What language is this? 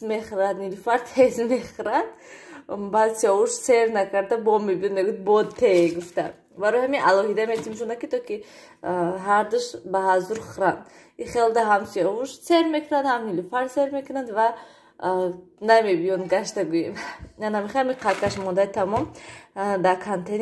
Tajik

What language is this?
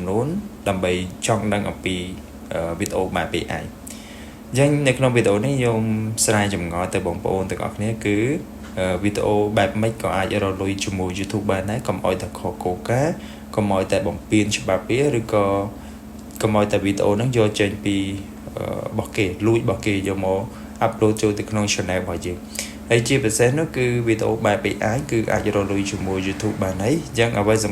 Khmer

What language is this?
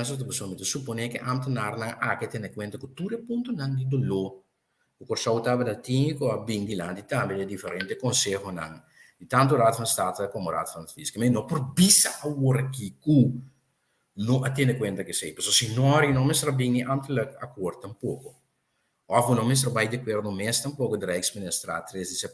Papiamento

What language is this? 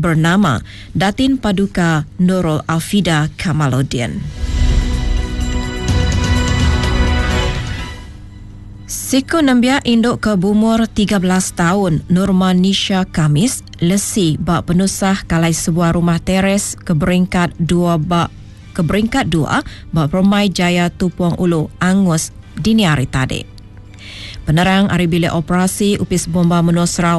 Iban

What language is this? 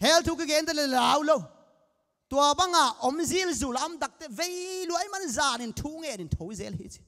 Tedim Chin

